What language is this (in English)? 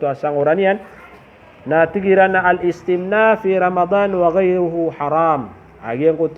Maranao